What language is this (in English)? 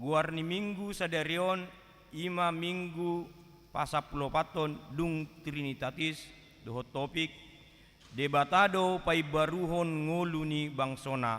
Batak Toba